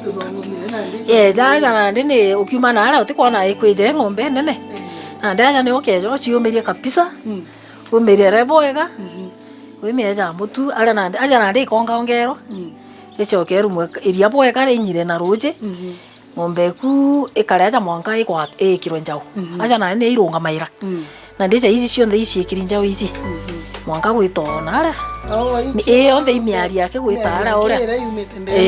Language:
Meru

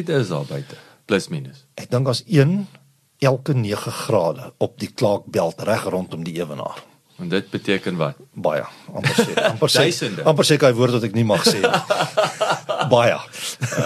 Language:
Afrikaans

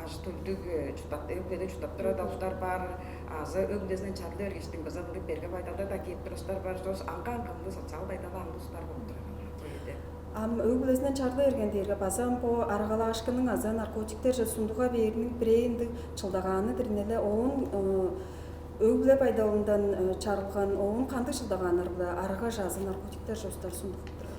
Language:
Tuvinian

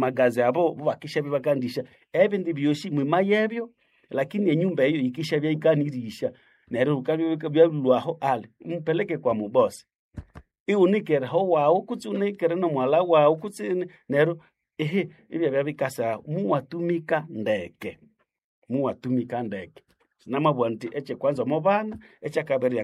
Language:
Nande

